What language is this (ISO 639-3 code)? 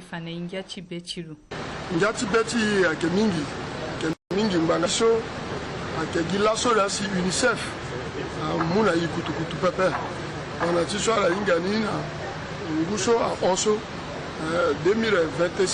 sag